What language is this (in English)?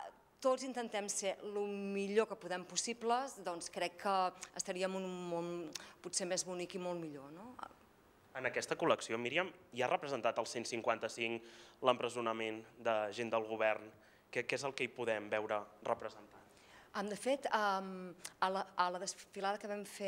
Catalan